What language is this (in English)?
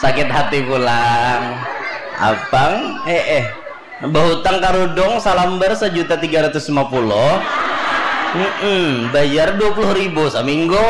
Banjar